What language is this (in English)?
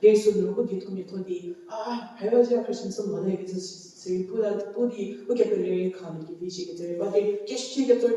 Angami Naga